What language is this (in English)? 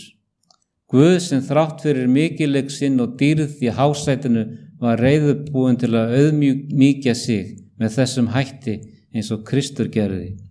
Icelandic